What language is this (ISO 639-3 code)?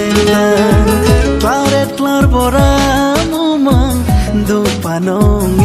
mjw